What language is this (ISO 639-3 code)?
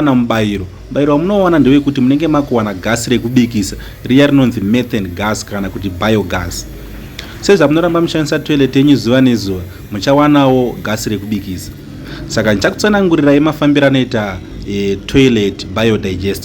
sna